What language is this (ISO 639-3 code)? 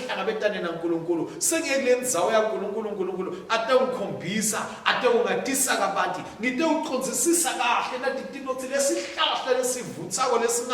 ssw